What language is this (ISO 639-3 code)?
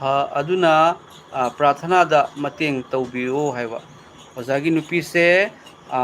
mni